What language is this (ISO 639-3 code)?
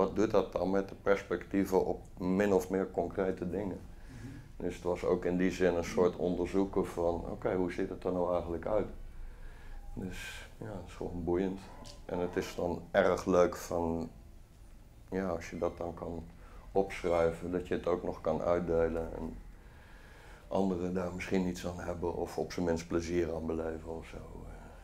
nld